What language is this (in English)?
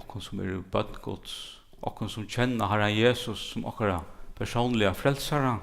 Faroese